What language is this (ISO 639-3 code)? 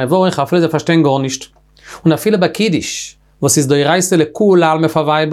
yid